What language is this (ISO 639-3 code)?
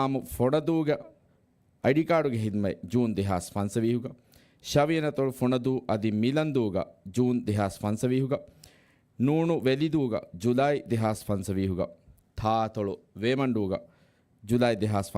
div